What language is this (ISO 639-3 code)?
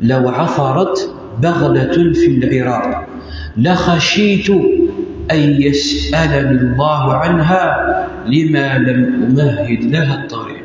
kab